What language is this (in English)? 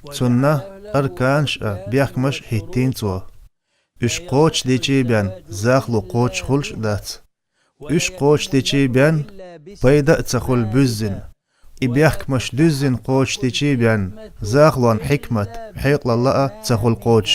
Chechen